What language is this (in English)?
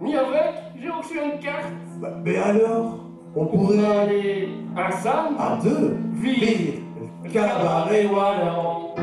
Picard